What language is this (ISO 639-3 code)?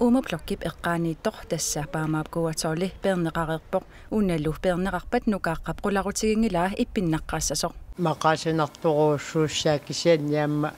kal